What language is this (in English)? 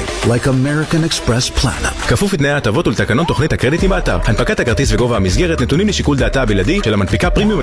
Hebrew